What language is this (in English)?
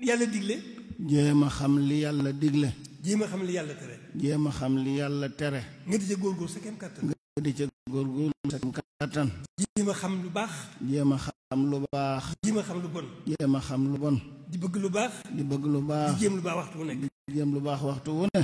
Wolof